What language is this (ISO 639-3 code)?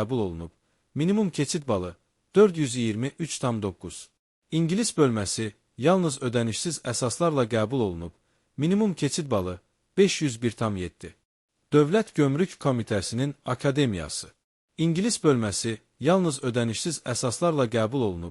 aze